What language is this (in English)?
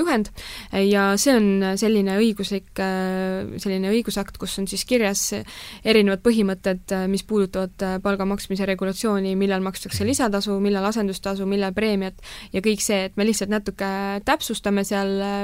Estonian